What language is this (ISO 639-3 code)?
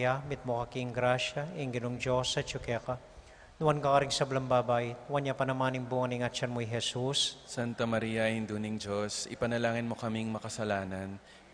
pam